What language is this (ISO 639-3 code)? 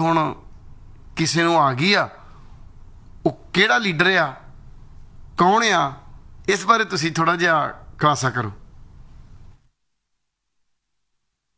pan